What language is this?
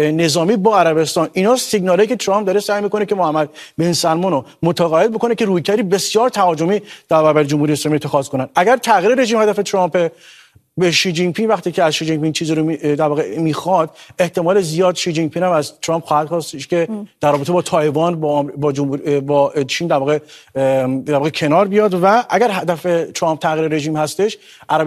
Persian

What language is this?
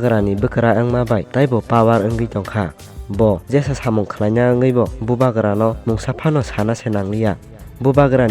Kok Borok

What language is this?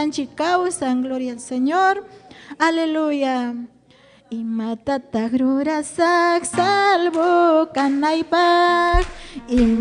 Ayacucho Quechua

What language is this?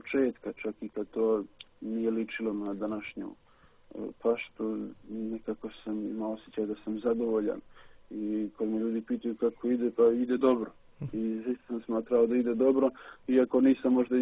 Serbian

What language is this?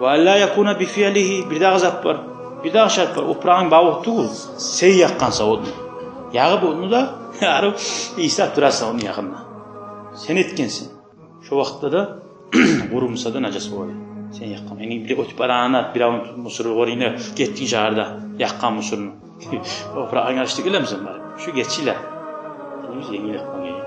Kumyk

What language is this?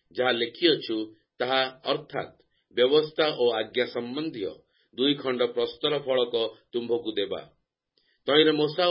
Odia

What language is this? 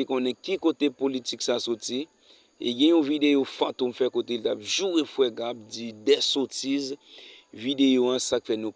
Haitian Creole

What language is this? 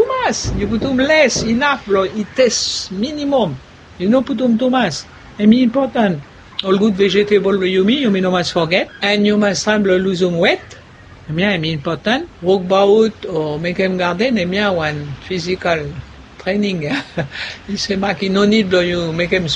Bislama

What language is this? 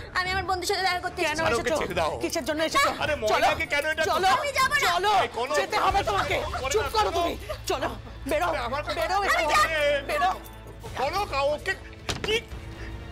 Bangla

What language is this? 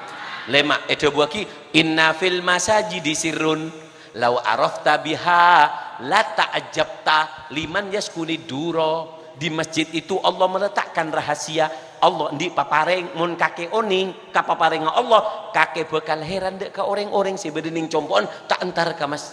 Madurese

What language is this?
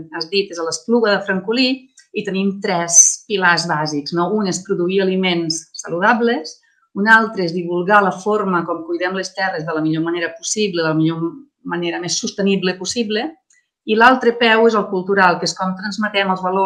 Catalan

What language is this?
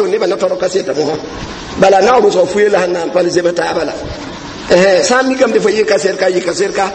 Mossi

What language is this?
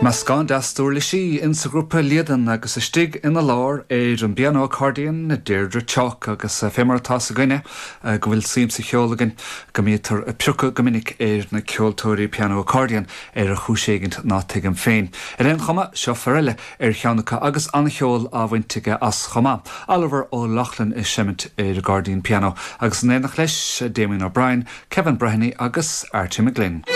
Irish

